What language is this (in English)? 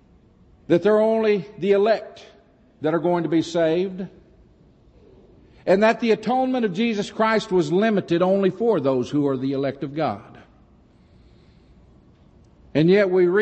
English